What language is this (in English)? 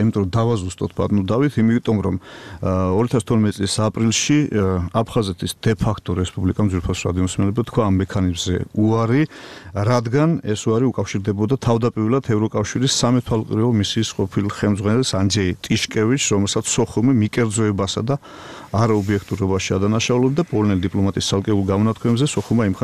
Georgian